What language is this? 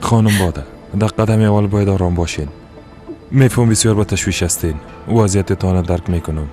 Persian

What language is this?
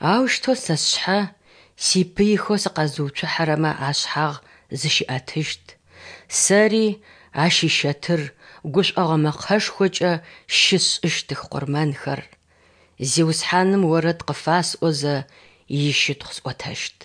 Adyghe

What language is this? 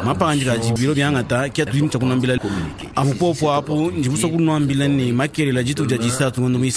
Luba-Lulua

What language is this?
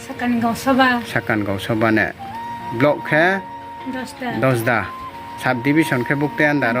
Riang (India)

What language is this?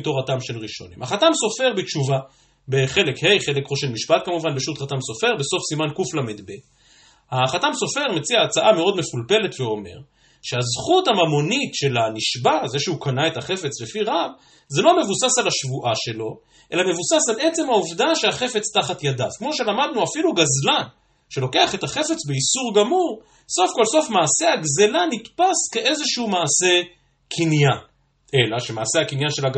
Hebrew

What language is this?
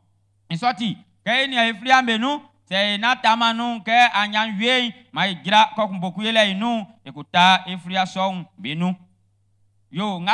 Baoulé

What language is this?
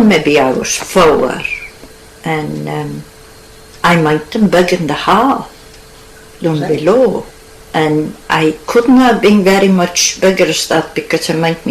Scots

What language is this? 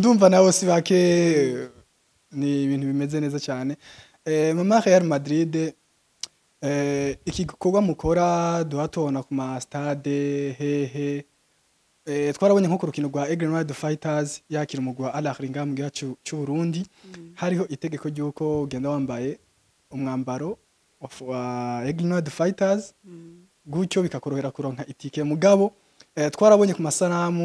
Rundi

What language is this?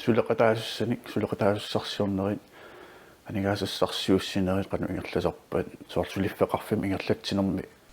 Kalaallisut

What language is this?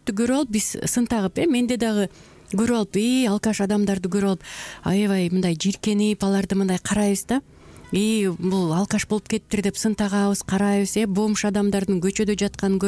Kyrgyz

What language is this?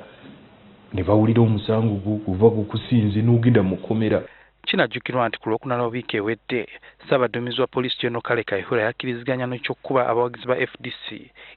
Ganda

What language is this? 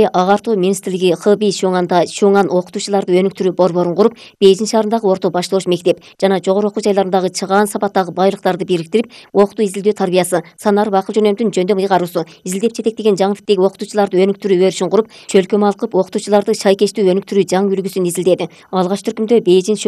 Kyrgyz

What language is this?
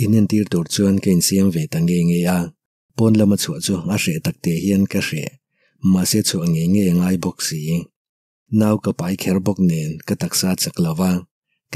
Mizo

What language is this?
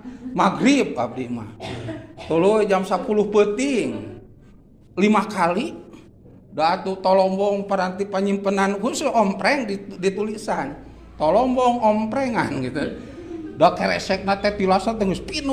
Sundanese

